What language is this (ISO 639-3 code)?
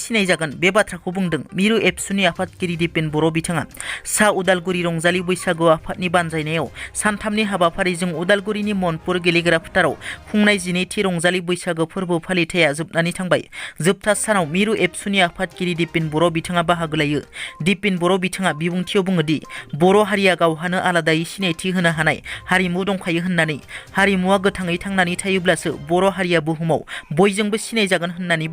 brx